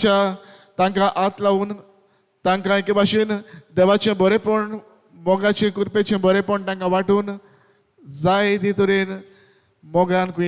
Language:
Konkani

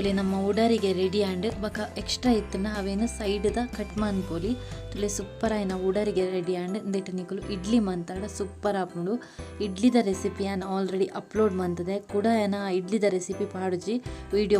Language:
Tulu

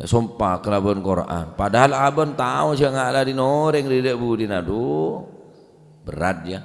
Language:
Madurese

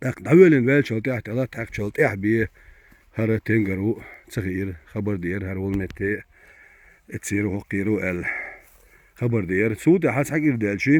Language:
Chechen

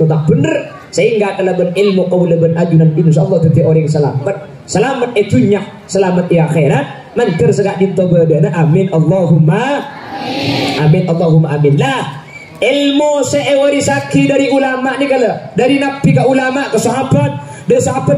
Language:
Madurese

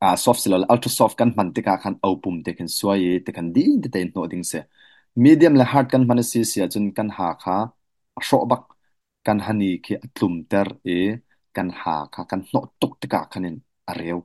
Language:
Hakha Chin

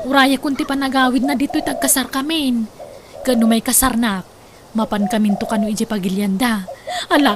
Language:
Iloko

